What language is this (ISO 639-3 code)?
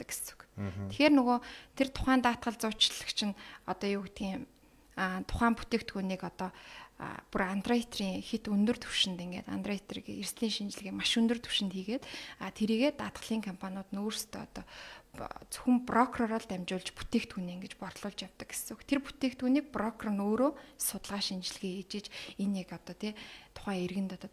mon